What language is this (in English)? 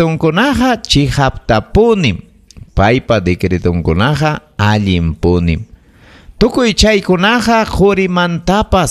Ayacucho Quechua